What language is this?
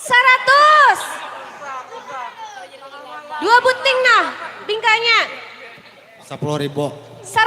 Banjar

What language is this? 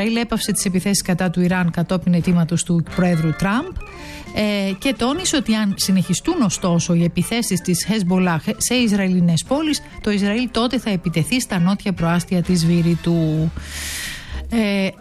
Greek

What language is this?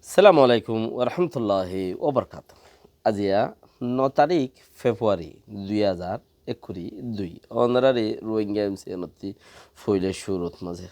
Rohingya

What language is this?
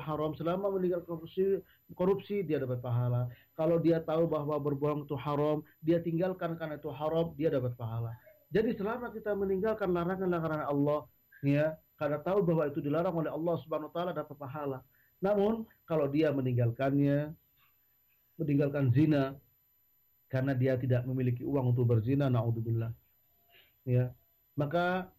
Indonesian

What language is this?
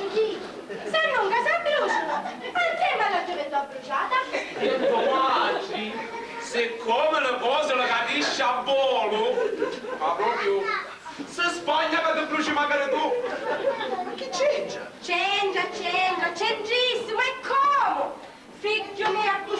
Sicilian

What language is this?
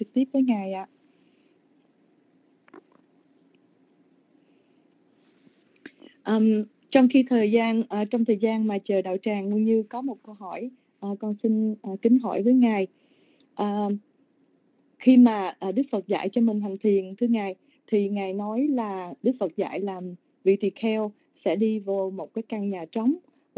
Vietnamese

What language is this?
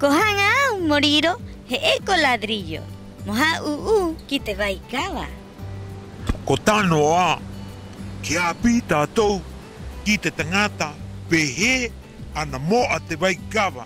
Rapanui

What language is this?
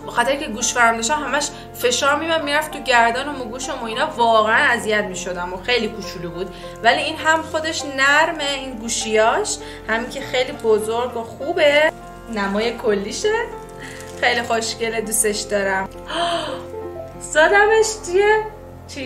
Persian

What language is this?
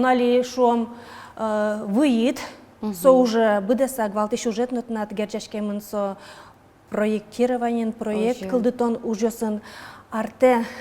Udmurt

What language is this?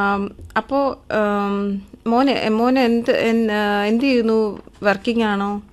Malayalam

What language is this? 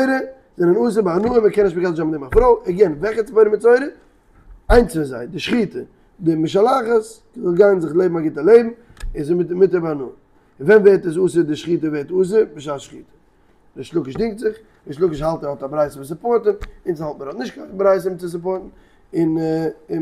Yiddish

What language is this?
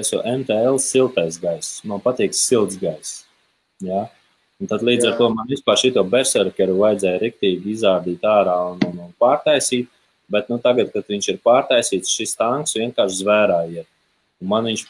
Latvian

